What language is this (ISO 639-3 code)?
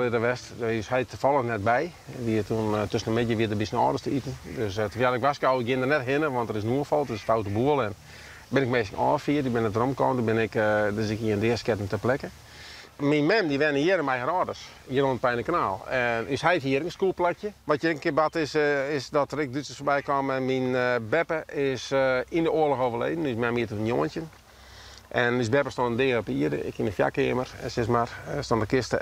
fry